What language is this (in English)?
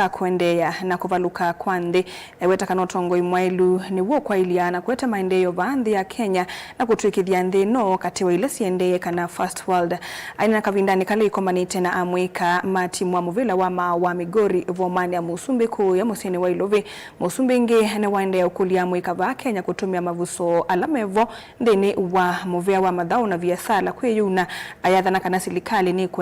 Kamba